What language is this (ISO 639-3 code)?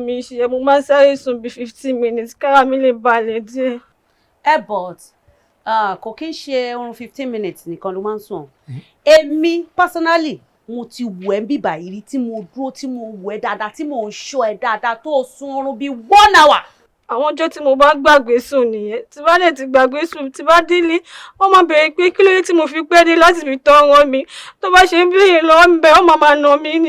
yor